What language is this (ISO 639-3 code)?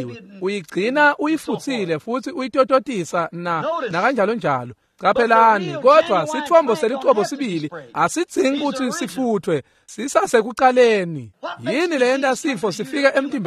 ssw